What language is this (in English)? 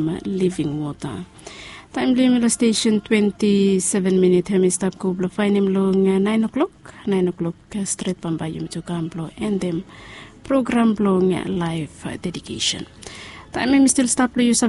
Bislama